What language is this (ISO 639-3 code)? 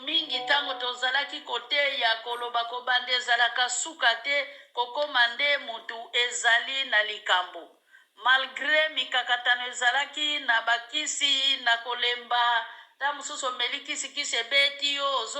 lin